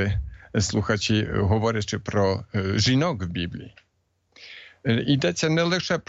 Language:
Ukrainian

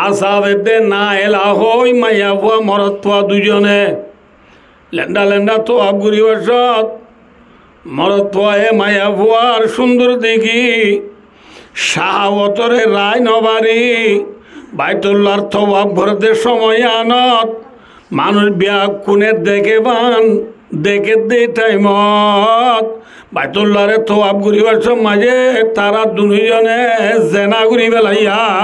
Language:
Rohingya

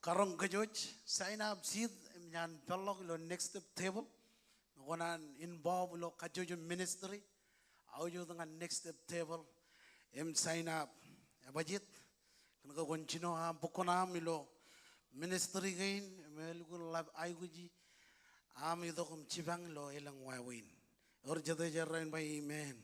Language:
Marshallese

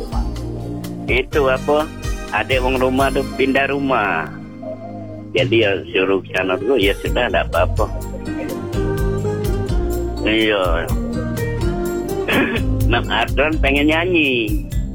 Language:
Malay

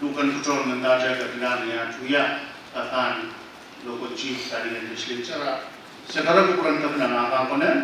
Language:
Pohnpeian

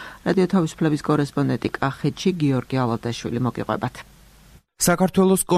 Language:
Georgian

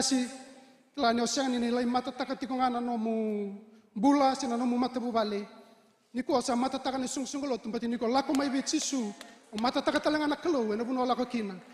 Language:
Fijian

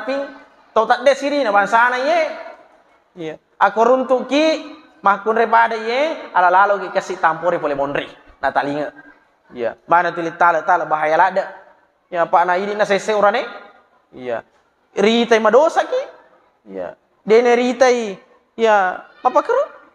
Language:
Buginese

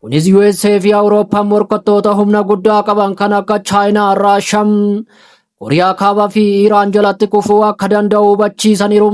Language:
Oromo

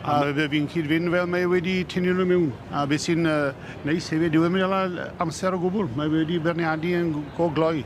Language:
Welsh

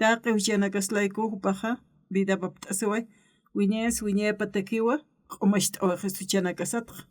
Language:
Aymara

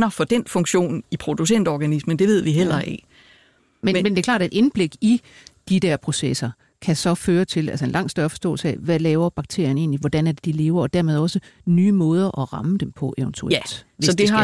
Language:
Danish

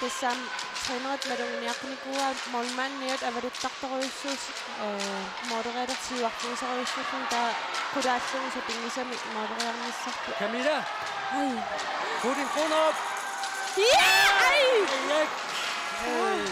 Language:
Kalaallisut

